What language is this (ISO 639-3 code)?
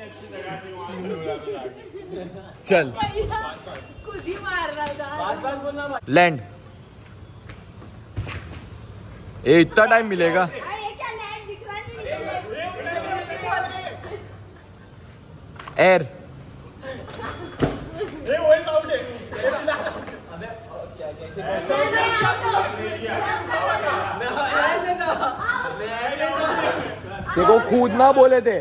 hin